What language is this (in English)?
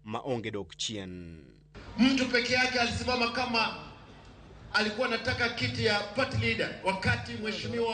Luo (Kenya and Tanzania)